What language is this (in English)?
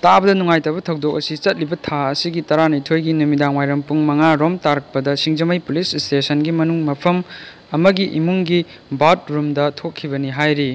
Manipuri